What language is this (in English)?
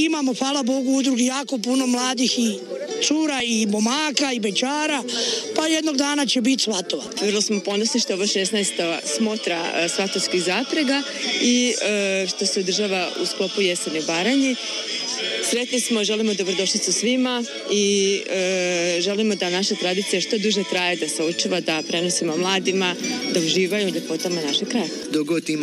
Croatian